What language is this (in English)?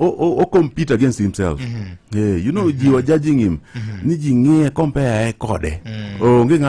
Luo (Kenya and Tanzania)